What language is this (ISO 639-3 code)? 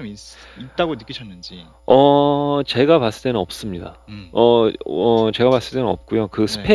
kor